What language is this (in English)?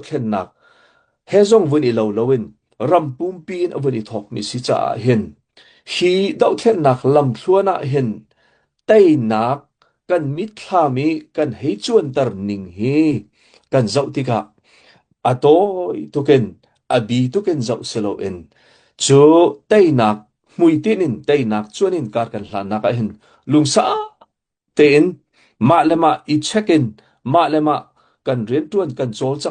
Hakha Chin